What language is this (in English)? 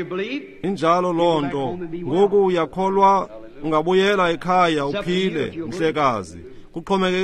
Xhosa